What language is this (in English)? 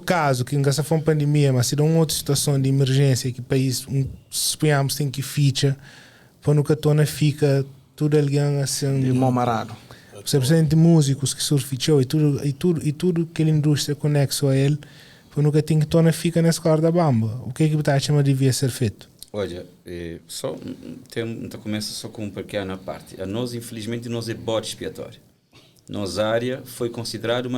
Kabuverdianu